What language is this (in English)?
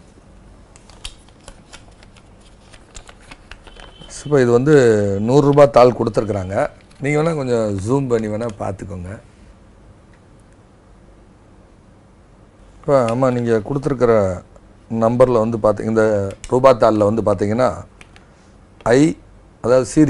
Tamil